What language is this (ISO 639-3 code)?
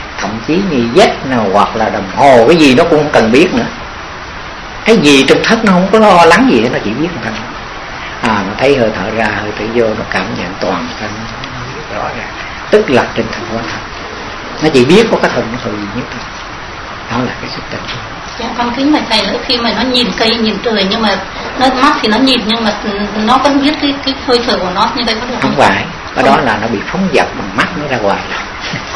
vie